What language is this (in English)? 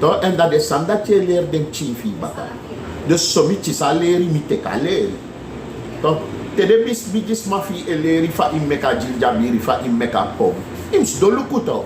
Sranan Tongo